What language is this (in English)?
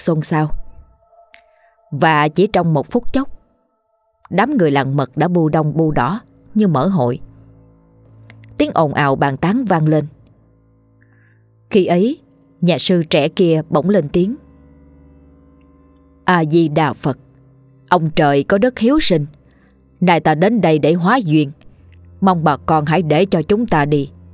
Vietnamese